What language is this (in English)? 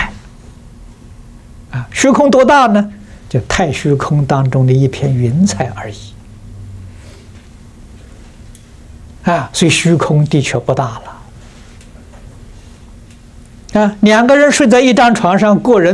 Chinese